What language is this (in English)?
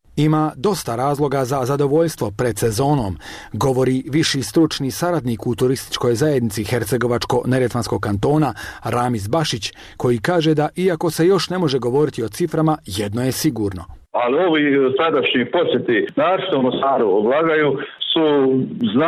Bosnian